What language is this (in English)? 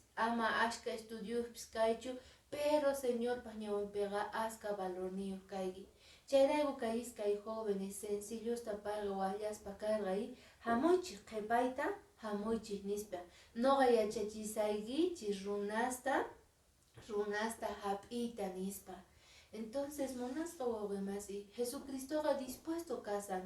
Quechua